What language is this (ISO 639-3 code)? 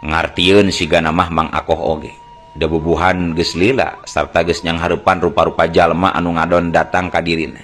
sun